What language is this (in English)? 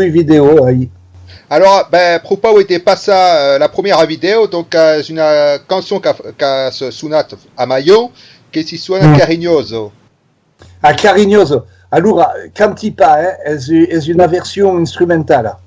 Occitan